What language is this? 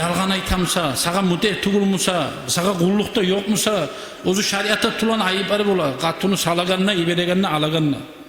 Kumyk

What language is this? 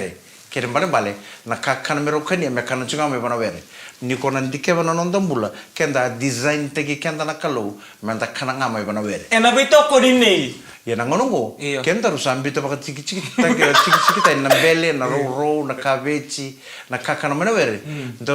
Fijian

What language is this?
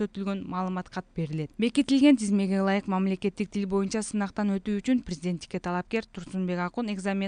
Kyrgyz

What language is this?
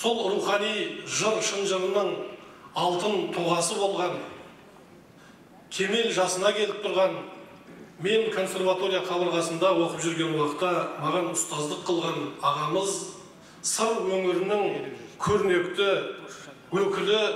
Kazakh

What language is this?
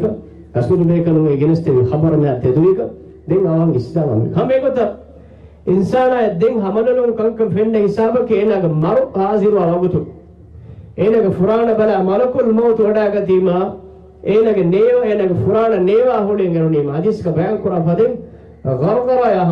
Divehi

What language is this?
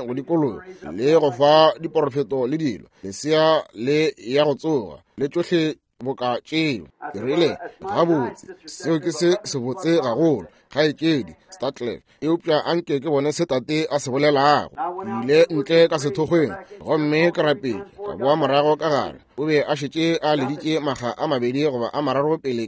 Northern Sotho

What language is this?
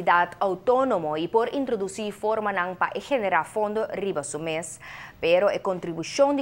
Papiamento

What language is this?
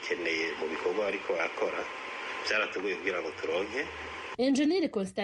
Rundi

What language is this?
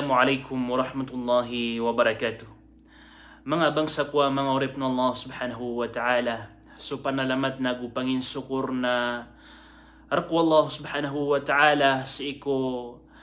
Maranao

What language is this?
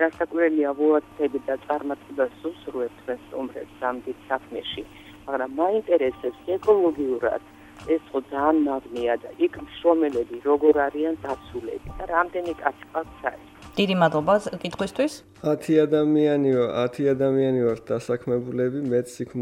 Georgian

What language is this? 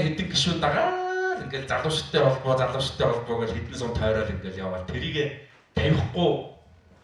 Mongolian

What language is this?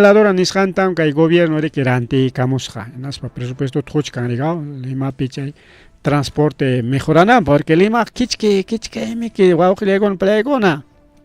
Ayacucho Quechua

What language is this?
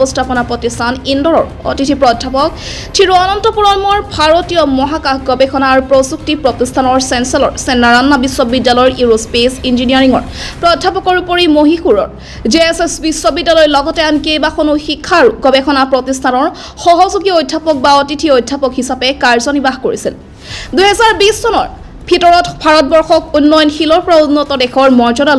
Assamese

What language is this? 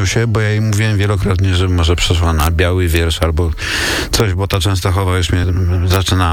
Polish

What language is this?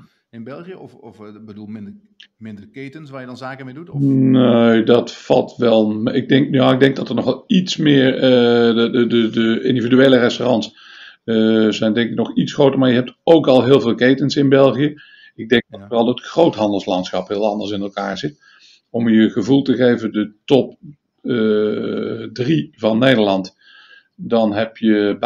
Dutch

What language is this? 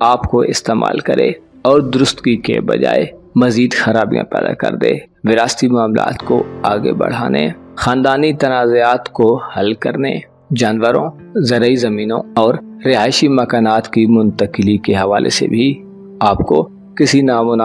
Urdu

